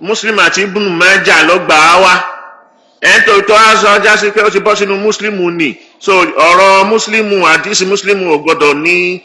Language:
Yoruba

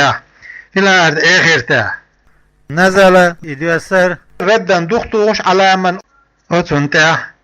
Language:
Chechen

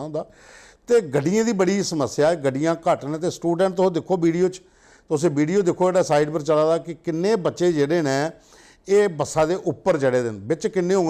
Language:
Dogri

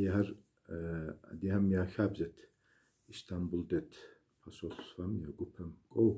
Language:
Kabardian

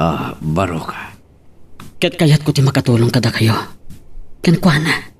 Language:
Iloko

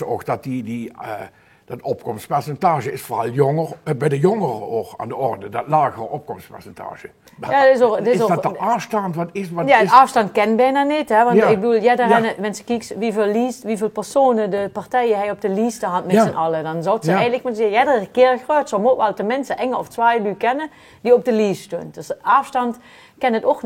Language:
Limburgish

